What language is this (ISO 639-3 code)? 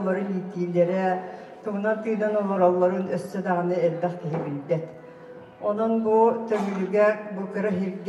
sah